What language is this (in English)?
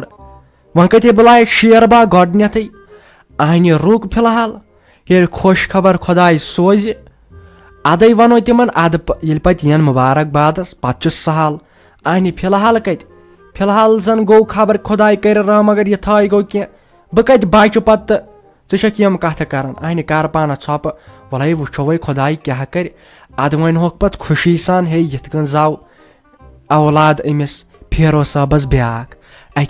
Kashmiri